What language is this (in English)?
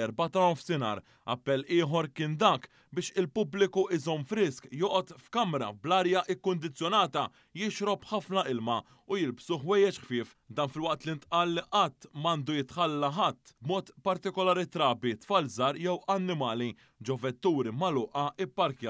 Maltese